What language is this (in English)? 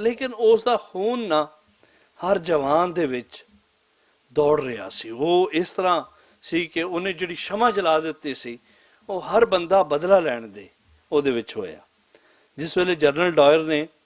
Western Panjabi